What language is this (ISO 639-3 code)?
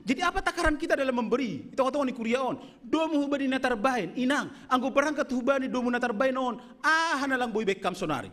bts